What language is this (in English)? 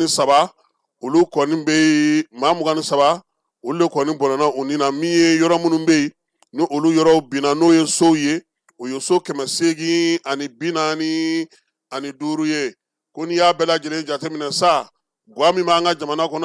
Bambara